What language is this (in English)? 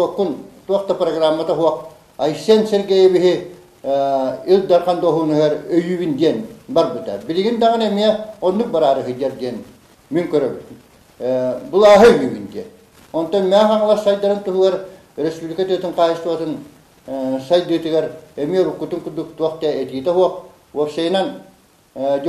Yakut